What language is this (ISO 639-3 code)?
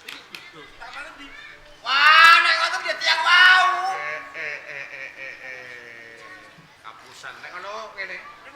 jav